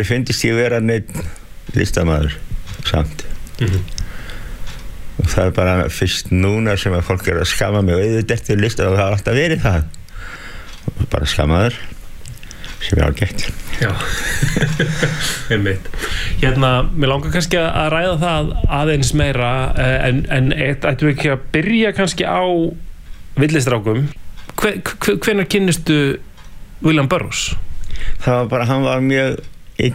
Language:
Icelandic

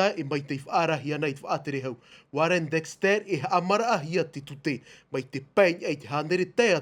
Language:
Tahitian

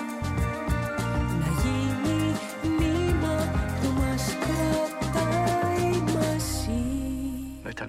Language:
Greek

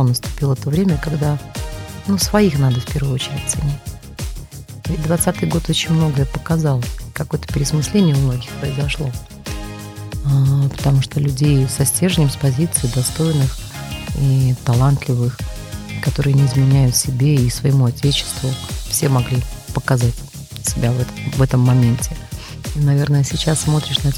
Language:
Russian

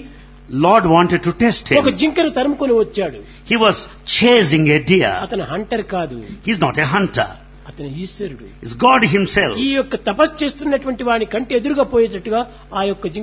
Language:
Telugu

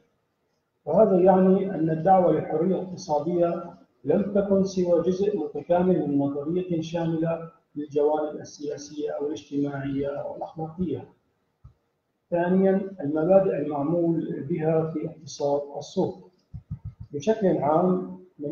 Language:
Arabic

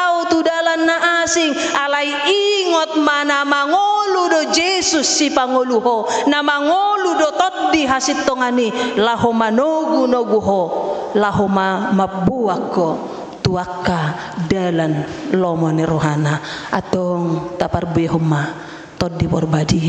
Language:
Batak Toba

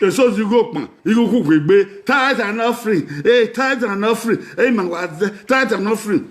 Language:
Bini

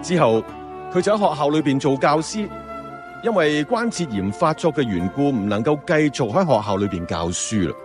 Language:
Cantonese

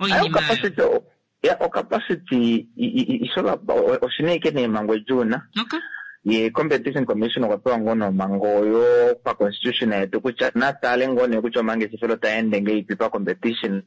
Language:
Kuanyama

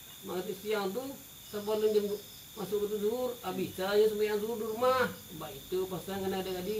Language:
Minangkabau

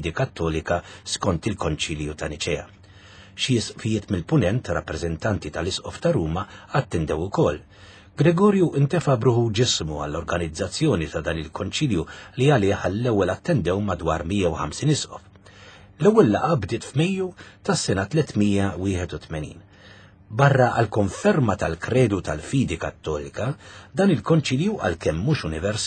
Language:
Maltese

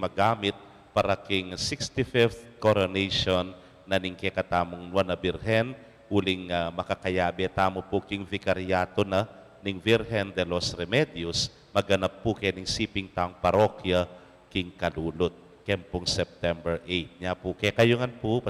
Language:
Pampanga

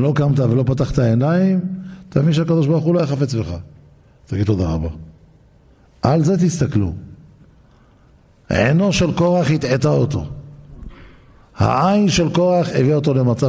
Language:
Hebrew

